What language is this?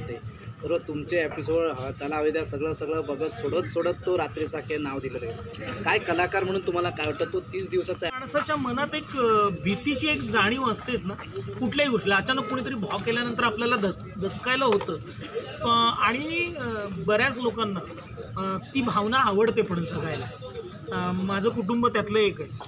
Marathi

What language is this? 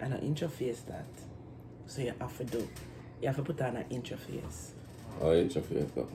Jamaican Creole English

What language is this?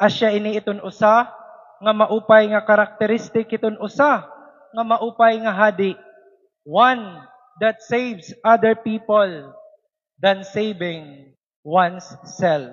Waray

